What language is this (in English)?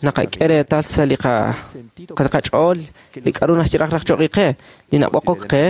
Kekchí